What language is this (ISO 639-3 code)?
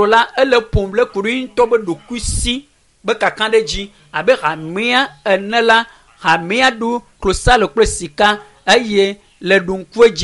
ewe